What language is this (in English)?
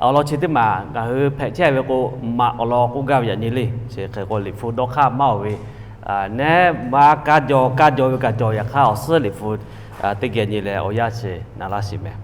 Lahu